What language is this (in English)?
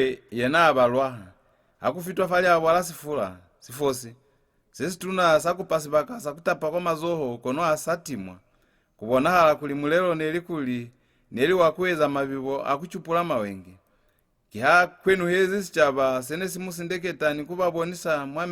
Lozi